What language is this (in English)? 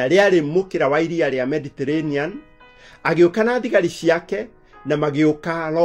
Kikuyu